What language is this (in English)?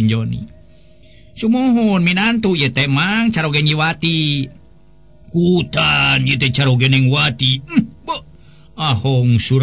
Sundanese